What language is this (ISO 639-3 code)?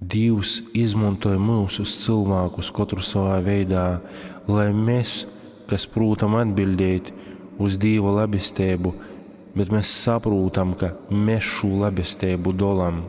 ltg